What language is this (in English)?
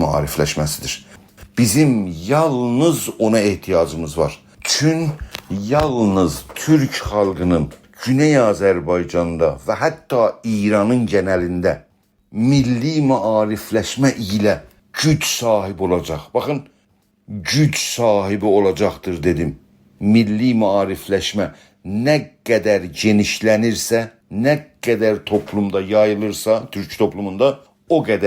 South Azerbaijani